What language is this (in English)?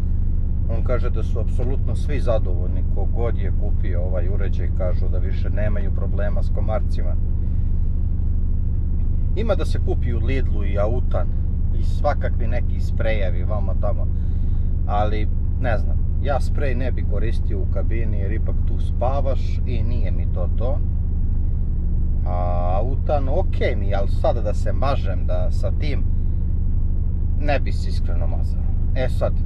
Serbian